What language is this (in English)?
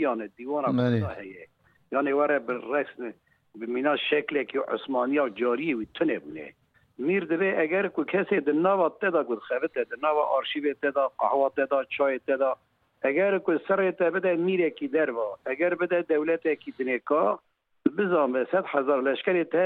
Kurdish